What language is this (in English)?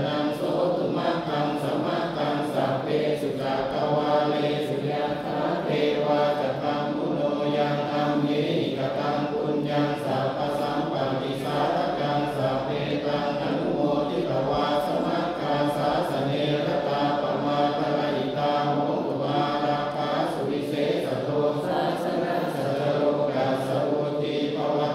Pali